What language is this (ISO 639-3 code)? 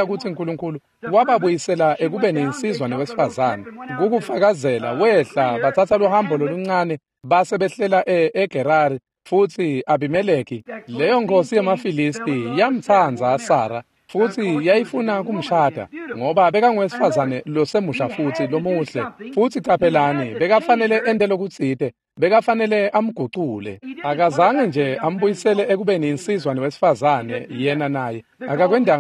ssw